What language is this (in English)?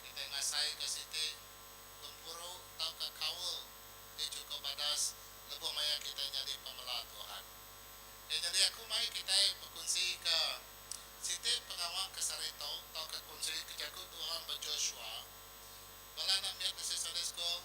Iban